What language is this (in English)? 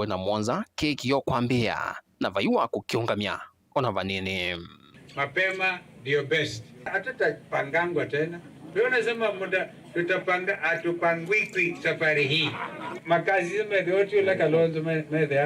Kamba